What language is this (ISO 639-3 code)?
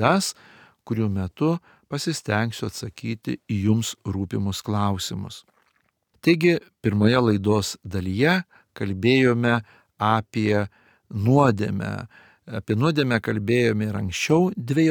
lit